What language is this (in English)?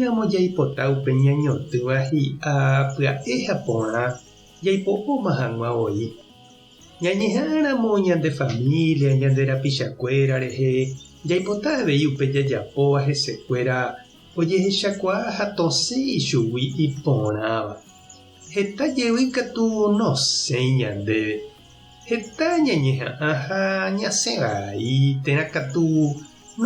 Guarani